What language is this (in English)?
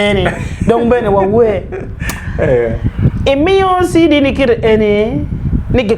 Acoli